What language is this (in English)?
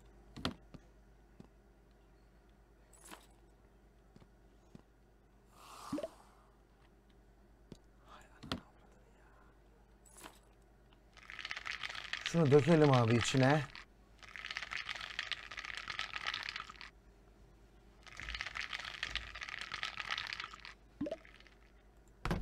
Turkish